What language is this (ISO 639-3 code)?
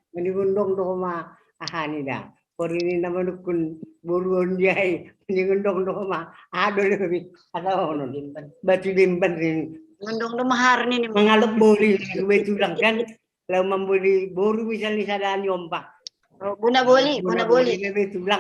bts